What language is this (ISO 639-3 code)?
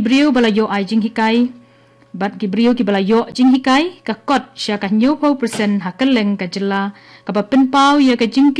kha